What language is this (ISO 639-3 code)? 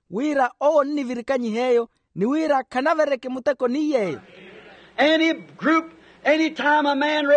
vmw